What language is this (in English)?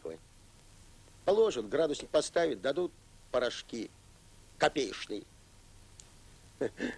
Russian